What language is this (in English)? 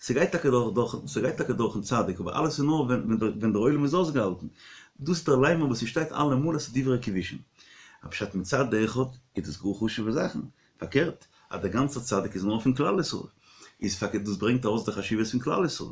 Yiddish